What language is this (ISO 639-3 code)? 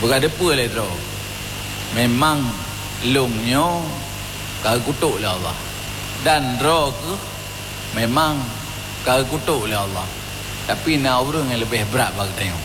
ace